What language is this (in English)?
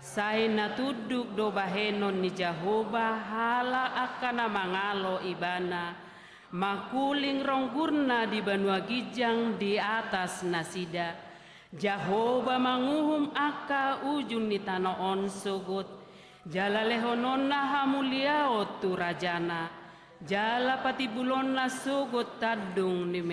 Batak Toba